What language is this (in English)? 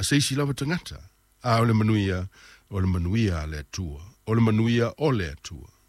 Samoan